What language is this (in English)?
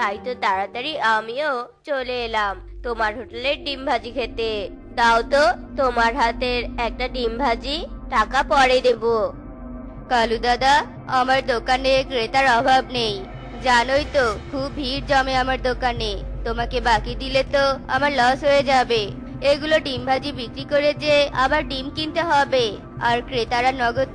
Bangla